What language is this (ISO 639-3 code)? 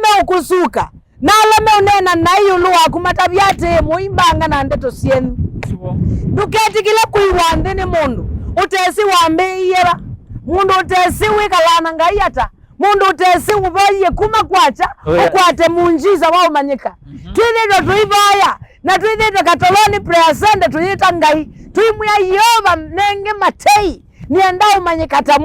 kam